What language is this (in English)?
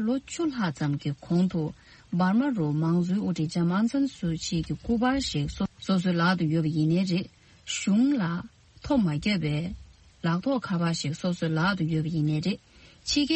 Tibetan